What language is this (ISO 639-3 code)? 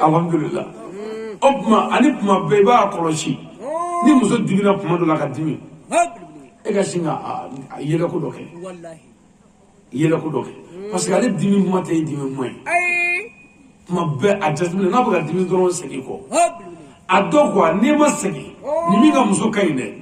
bam